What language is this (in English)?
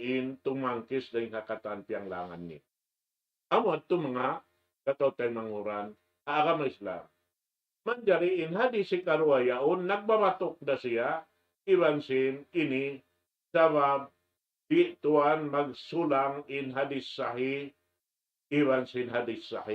Tausug